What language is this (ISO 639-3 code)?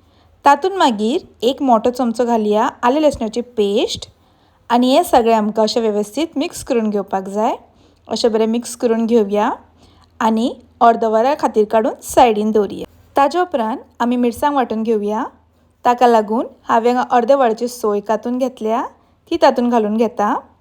kok